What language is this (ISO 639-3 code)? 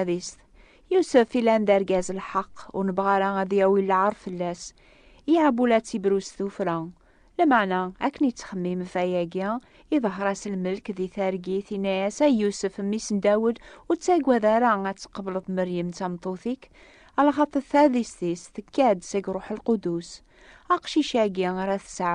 kab